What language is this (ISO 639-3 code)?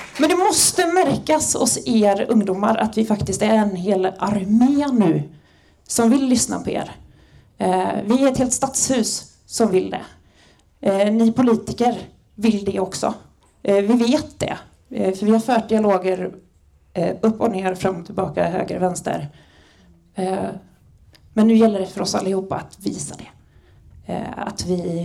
swe